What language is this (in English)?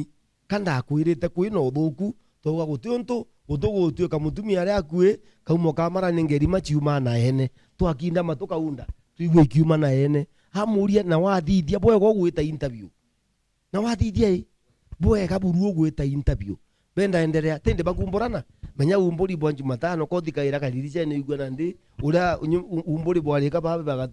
Meru